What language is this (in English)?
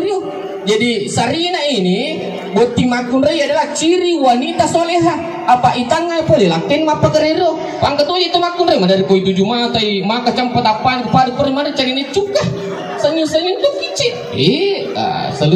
Buginese